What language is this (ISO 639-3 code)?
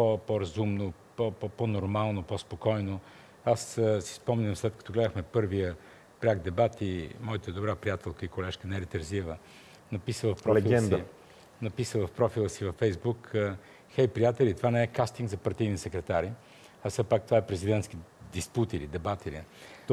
bul